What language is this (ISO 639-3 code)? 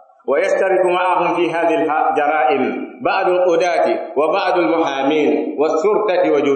fuf